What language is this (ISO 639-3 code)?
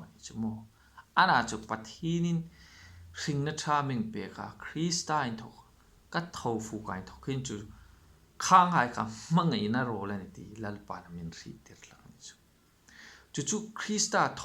hmr